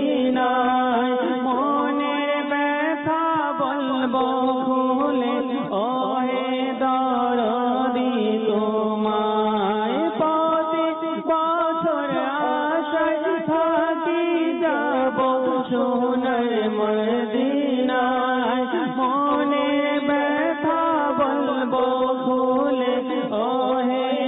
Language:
Bangla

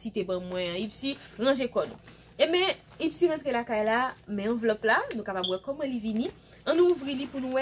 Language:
Haitian Creole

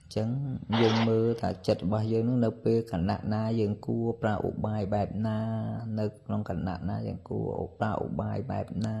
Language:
Khmer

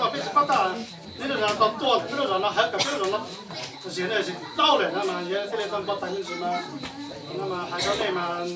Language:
Hmong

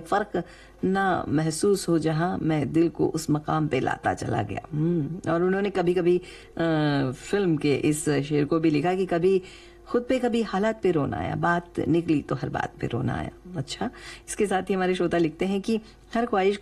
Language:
Hindi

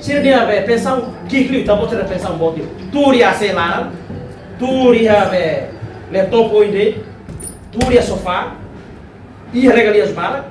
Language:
Tetum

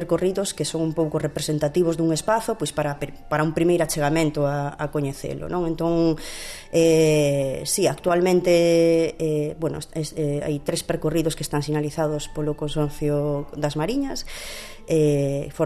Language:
Galician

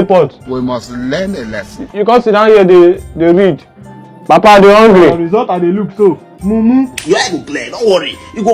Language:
Nigerian Pidgin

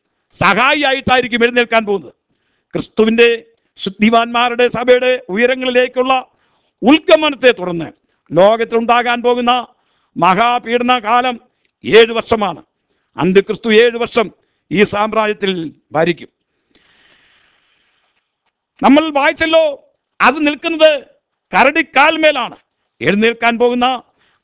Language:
Malayalam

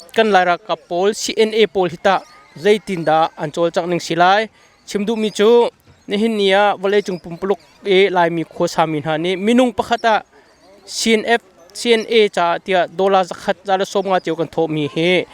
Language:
Hakha Chin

